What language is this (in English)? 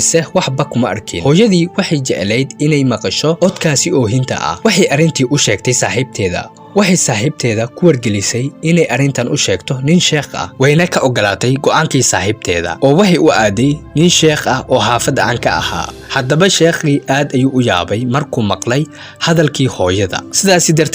Somali